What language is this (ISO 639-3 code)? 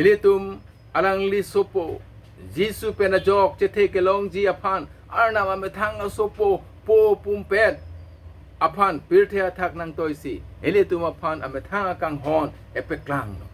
mjw